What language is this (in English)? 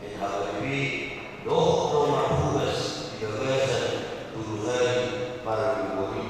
Batak Toba